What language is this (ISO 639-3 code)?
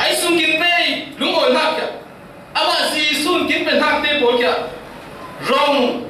cfm